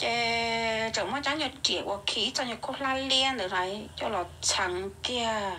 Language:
Hmong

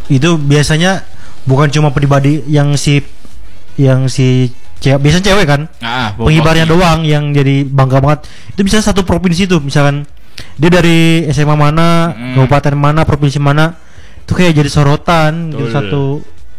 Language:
Indonesian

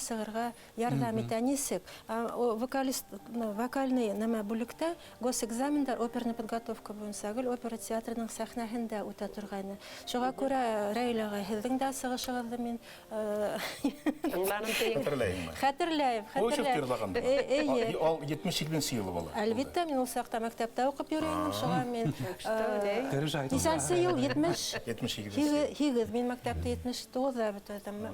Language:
Bashkir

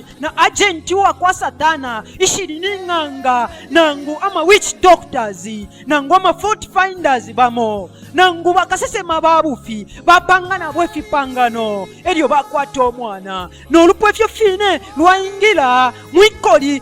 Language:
Bemba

